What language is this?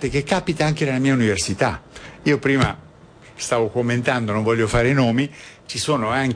Italian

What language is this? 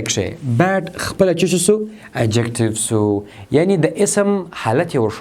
Pashto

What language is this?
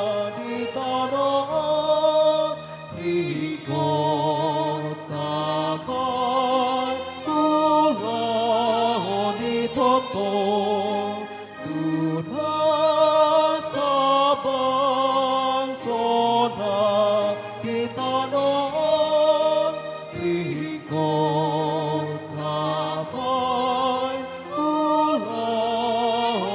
Batak Toba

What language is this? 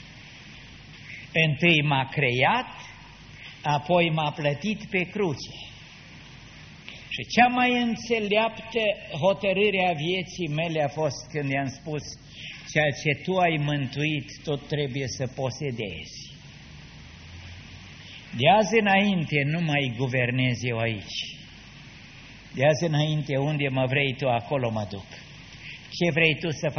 Romanian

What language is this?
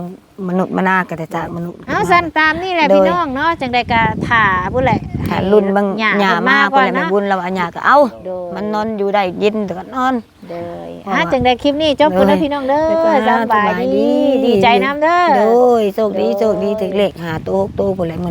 Northeastern Thai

